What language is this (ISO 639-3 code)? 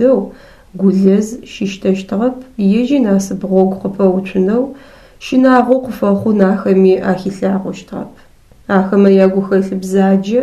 ady